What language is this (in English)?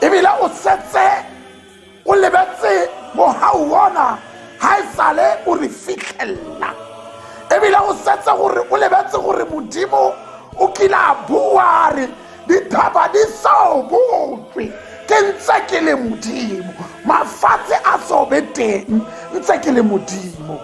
Tswana